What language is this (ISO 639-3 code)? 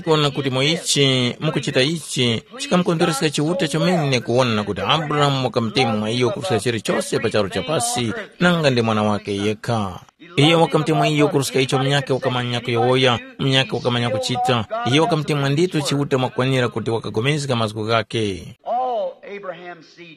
tum